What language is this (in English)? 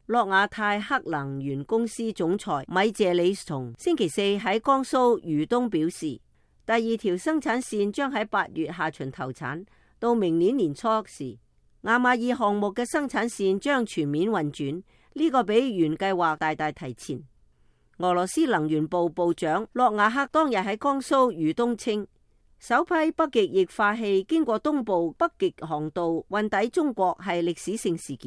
Cantonese